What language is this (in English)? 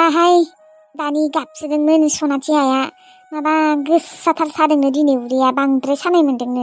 Bodo